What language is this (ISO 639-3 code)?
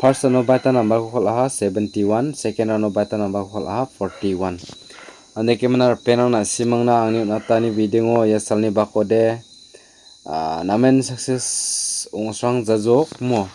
grt